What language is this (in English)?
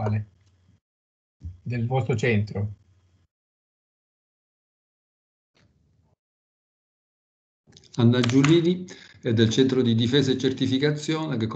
Italian